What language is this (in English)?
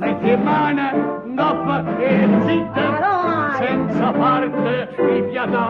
Neapolitan